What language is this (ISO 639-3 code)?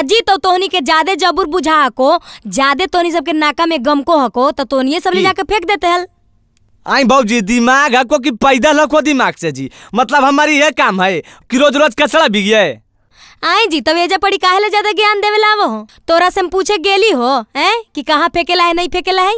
mag